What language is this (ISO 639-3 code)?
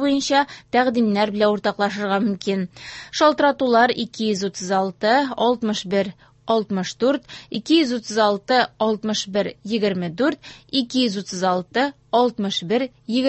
tat